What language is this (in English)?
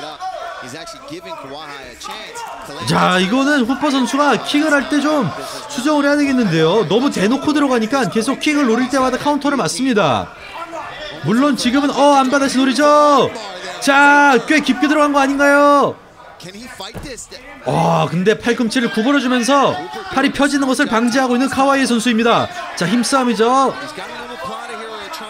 Korean